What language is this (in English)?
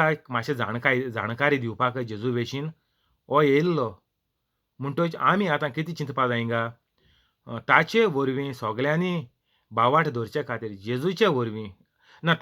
Konkani